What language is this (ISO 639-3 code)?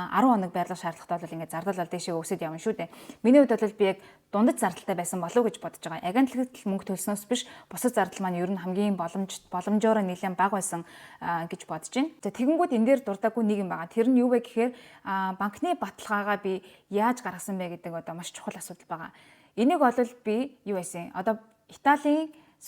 mon